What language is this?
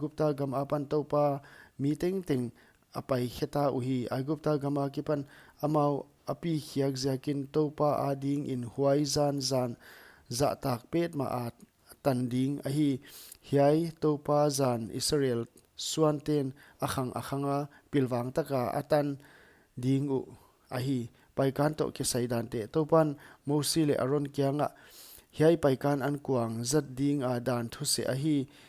Paite Chin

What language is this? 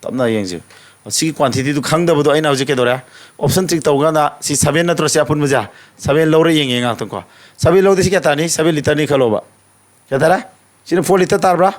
Manipuri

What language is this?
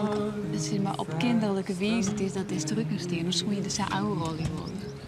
Western Frisian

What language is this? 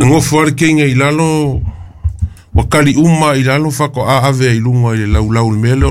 Samoan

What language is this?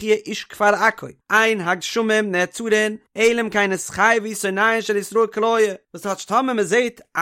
Yiddish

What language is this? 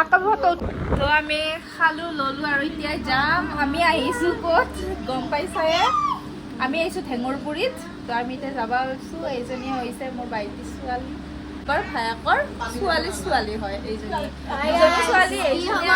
Assamese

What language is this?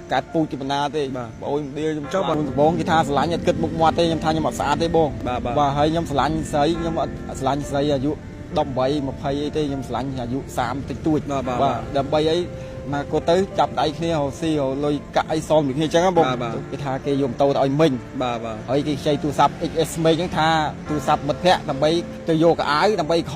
Khmer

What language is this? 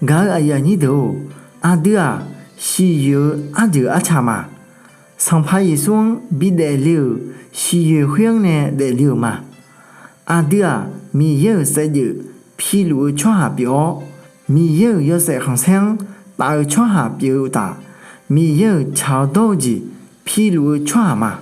Akha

